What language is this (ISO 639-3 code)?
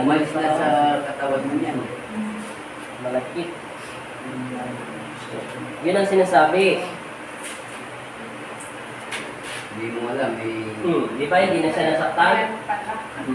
fil